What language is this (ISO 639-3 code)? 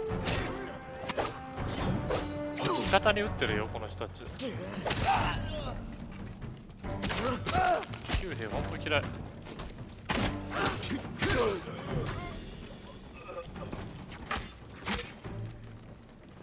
jpn